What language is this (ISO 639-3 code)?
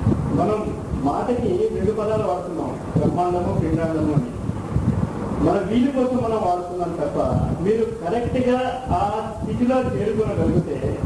tel